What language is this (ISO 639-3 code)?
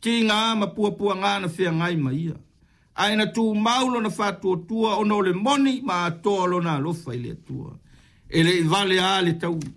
smo